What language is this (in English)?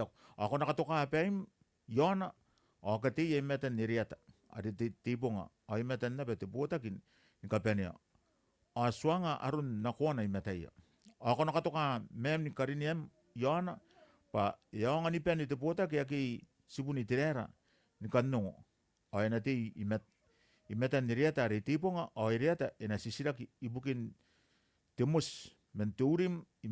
Gilbertese